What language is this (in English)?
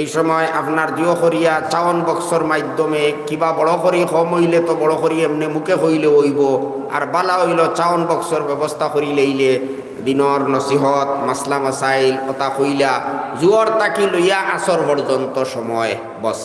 Sylheti